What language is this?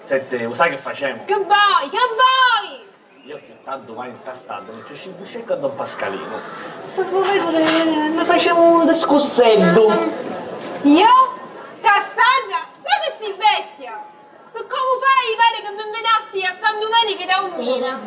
Sicilian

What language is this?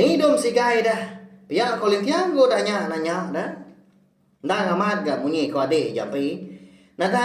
Iban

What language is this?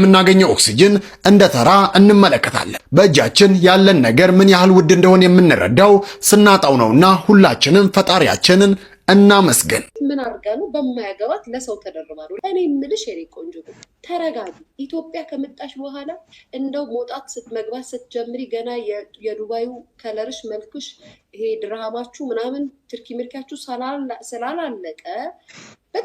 Amharic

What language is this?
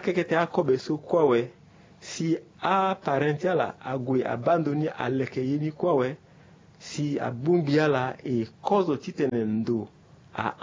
Sango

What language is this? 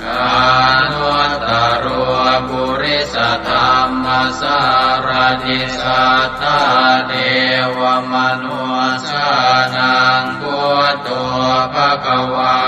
Pali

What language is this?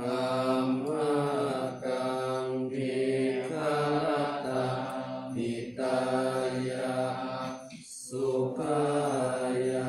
Pali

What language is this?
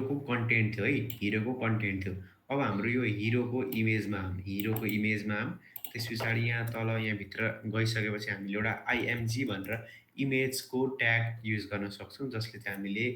Nepali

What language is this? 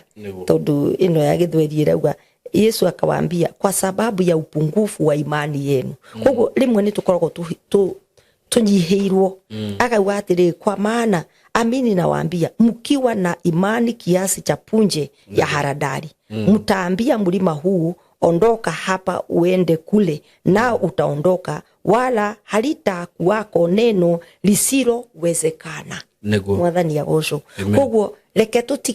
Kikuyu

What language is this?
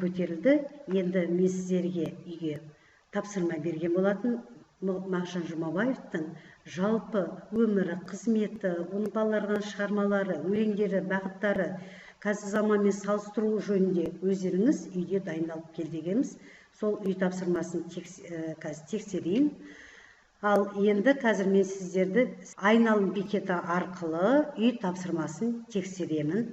Kazakh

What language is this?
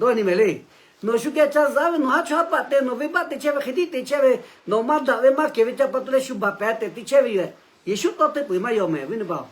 Lahu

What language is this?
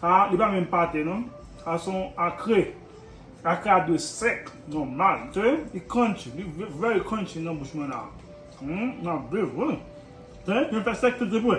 Haitian Creole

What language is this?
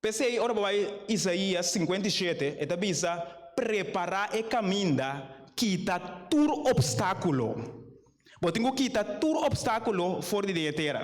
Papiamento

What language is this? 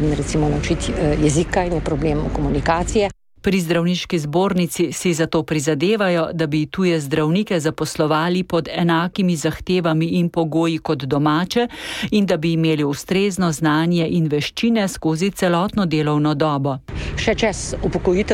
Slovenian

